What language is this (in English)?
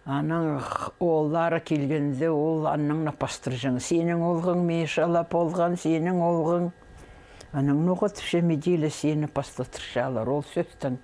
Khakas